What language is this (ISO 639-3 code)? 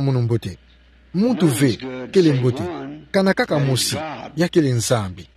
ktu